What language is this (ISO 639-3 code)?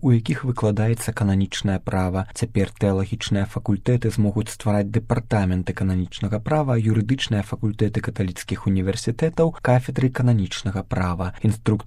bel